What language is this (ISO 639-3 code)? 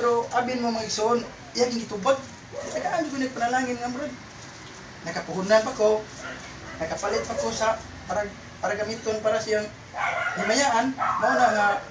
ceb